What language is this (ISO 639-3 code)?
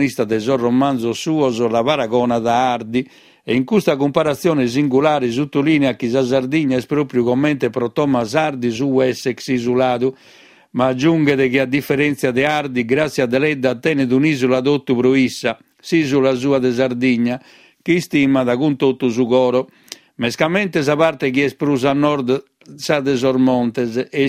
srd